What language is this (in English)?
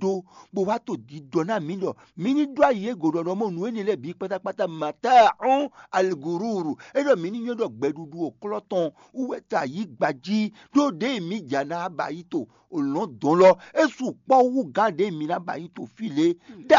Fon